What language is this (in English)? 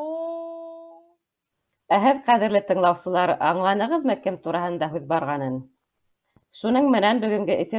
Bashkir